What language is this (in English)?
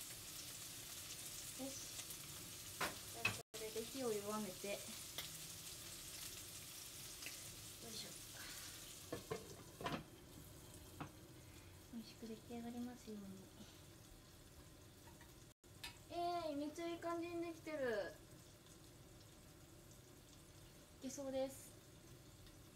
Japanese